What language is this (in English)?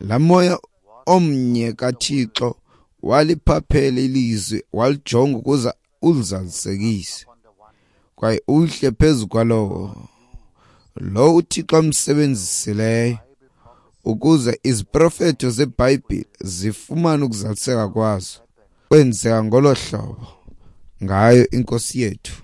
Xhosa